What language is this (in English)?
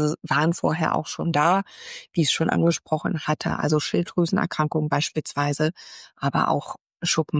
German